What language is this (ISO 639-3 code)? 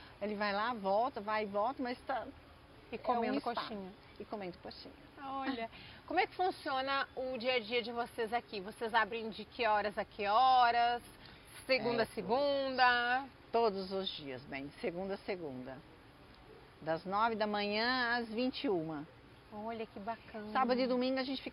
por